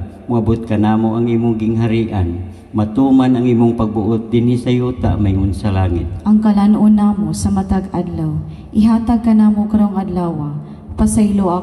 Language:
Cebuano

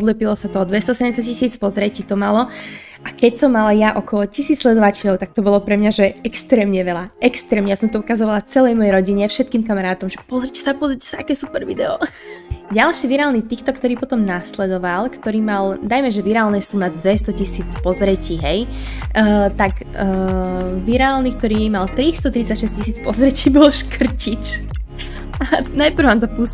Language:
Slovak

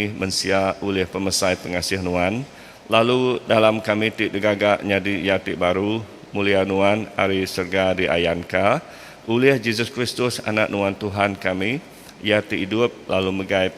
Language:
Iban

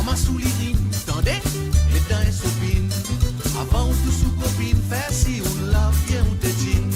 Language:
Morisyen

